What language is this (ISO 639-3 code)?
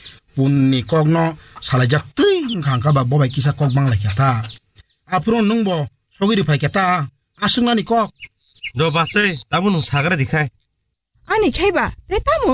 trp